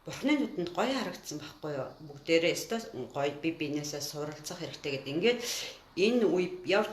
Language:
Mongolian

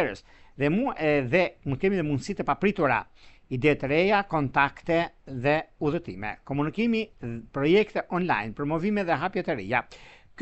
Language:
Albanian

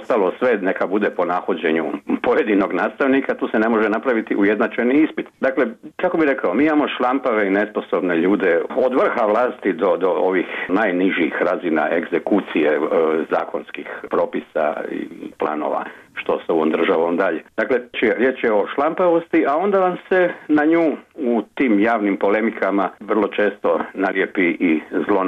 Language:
Croatian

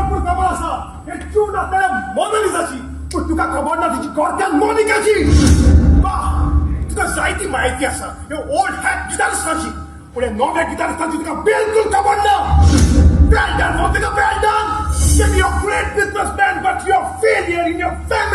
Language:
Konkani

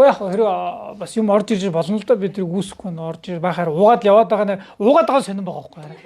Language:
Mongolian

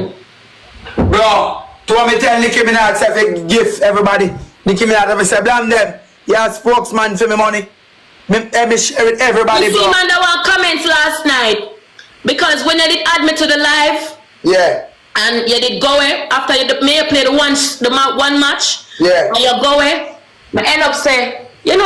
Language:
Jamaican Creole English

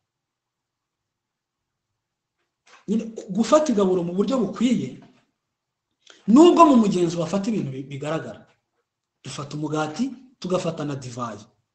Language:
Kinyarwanda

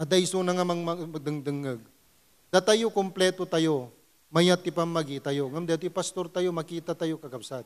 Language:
Iloko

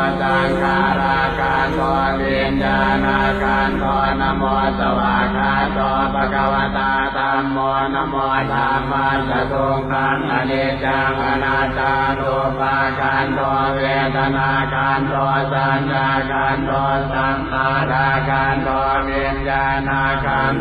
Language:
Pali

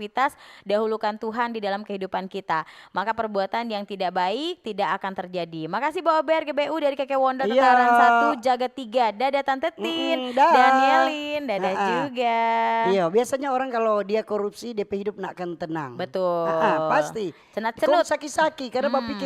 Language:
Manado Malay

